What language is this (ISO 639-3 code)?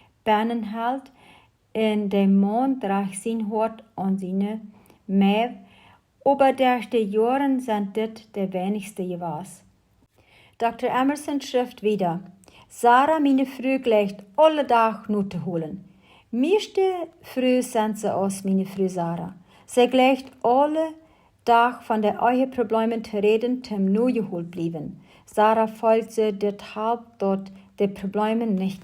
pdt